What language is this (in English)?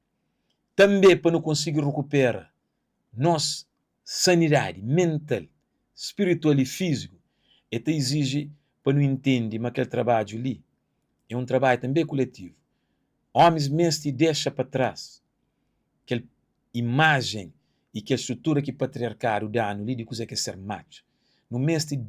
Kabuverdianu